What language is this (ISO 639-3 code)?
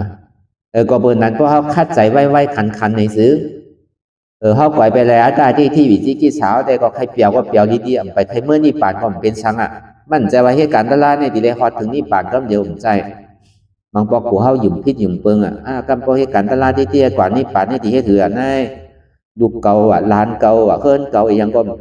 shn